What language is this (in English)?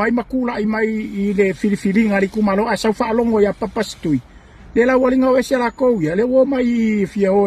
Samoan